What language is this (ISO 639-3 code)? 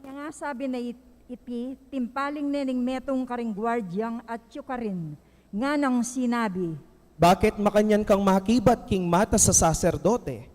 pam